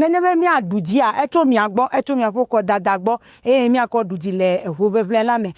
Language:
Ewe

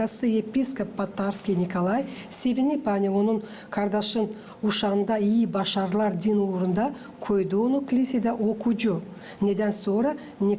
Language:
Gagauz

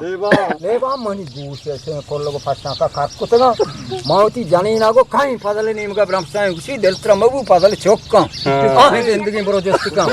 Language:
Eastern Balochi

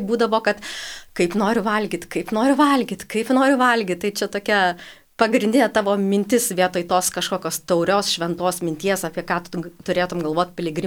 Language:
Lithuanian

